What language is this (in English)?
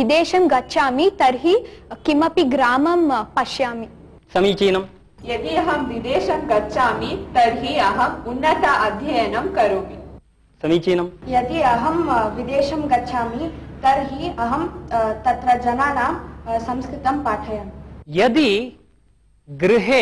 Sanskrit